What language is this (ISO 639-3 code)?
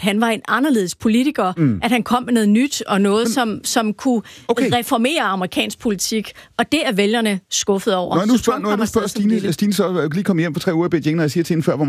dan